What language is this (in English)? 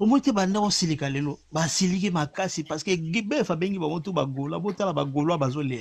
Lingala